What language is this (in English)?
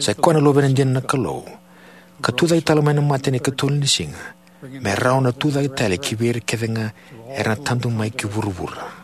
Fijian